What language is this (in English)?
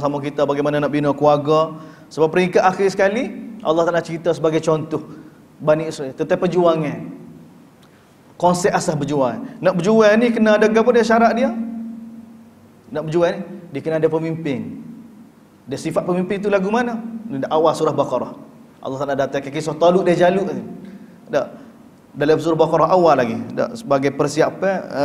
Malay